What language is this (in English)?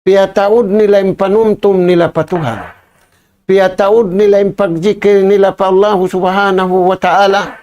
Tausug